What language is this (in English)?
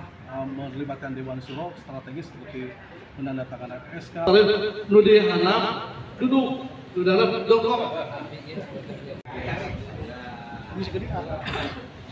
Indonesian